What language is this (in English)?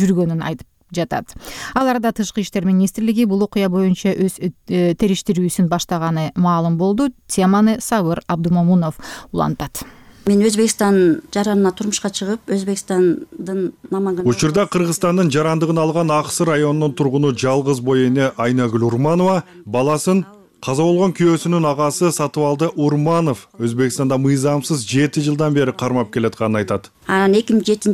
Kyrgyz